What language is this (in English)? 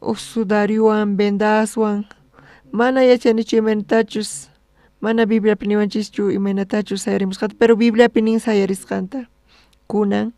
South Bolivian Quechua